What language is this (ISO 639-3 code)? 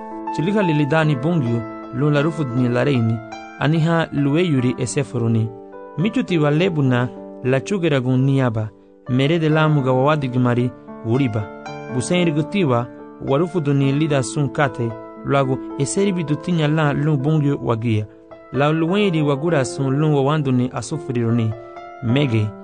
cab